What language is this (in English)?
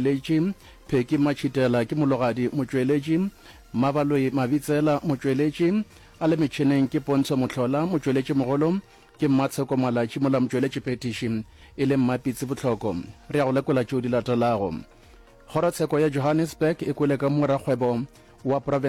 Northern Sotho